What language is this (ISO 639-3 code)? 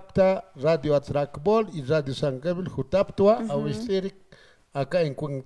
aym